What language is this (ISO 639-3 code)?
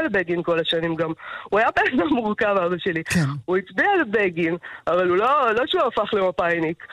heb